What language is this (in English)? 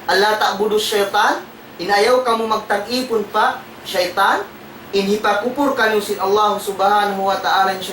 Tausug